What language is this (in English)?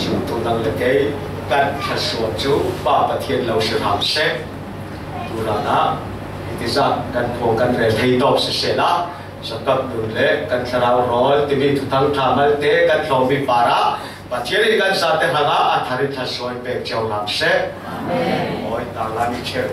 Falam Chin